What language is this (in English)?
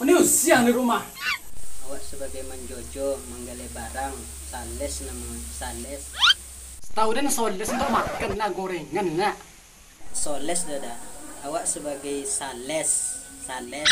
Minangkabau